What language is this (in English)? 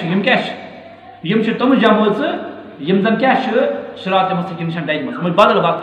Kashmiri